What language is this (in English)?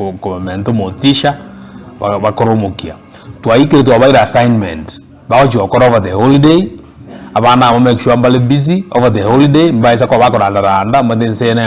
Gusii